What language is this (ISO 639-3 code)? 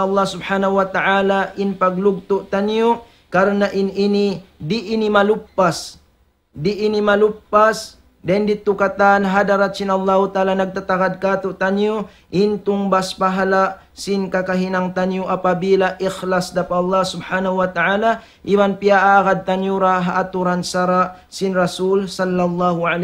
tsg